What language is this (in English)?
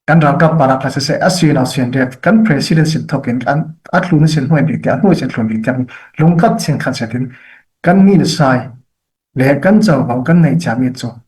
Falam Chin